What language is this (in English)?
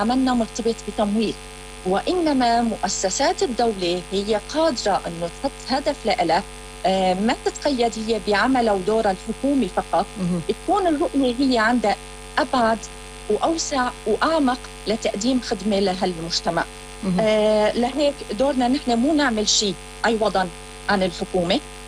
North Levantine Arabic